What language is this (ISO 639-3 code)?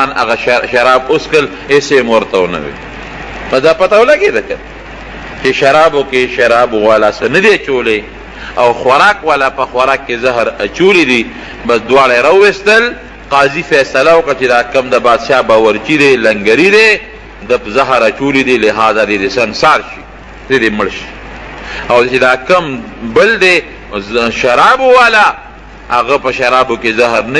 pus